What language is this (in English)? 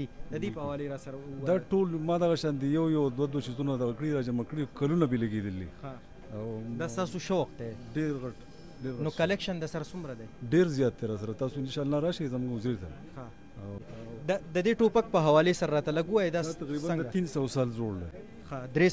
Pashto